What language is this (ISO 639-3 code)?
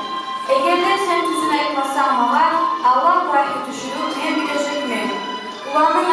kum